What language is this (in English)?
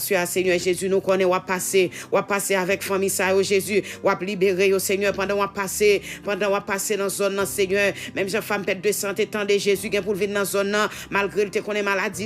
Haitian Creole